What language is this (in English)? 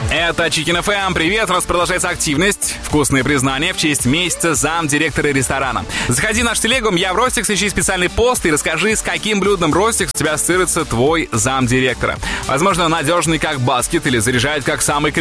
Russian